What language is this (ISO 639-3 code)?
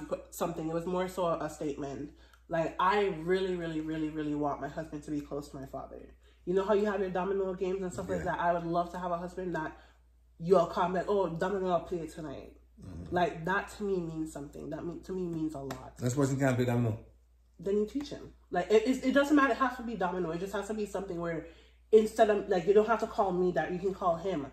jam